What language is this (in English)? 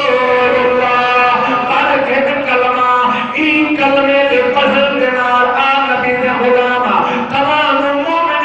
Saraiki